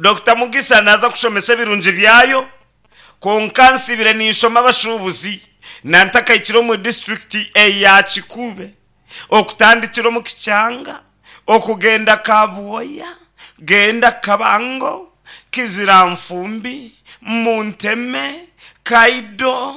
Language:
Nyankole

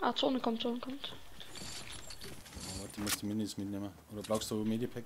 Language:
Bavarian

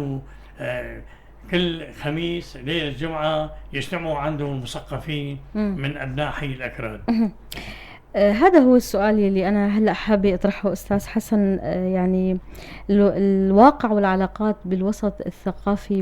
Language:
North Levantine Arabic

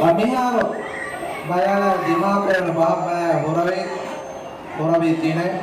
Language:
Divehi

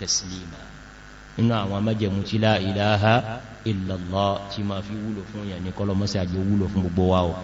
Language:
Yoruba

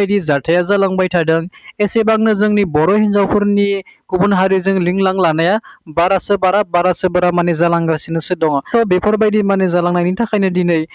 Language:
Bodo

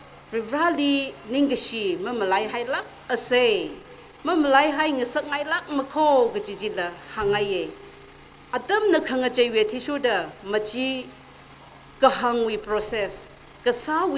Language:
Tangkhul Naga (India)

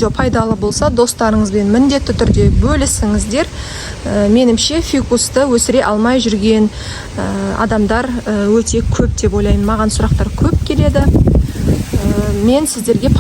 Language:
Kazakh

